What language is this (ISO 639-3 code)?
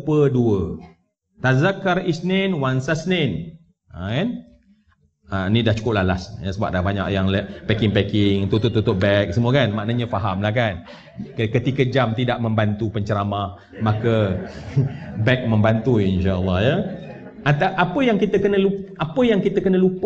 msa